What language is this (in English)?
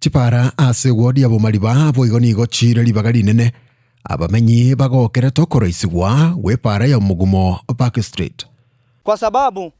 Gusii